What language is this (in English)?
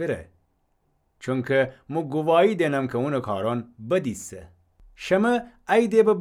Gilaki